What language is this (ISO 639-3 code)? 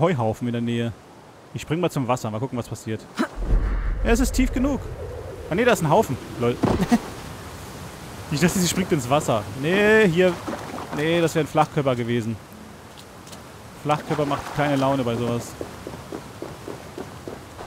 deu